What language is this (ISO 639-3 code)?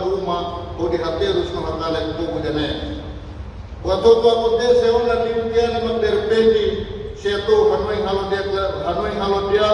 tet